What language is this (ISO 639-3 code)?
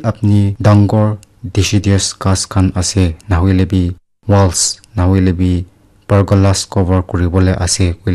nag